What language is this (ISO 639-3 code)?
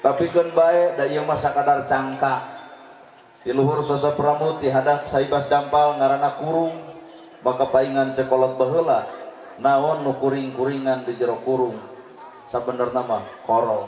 sun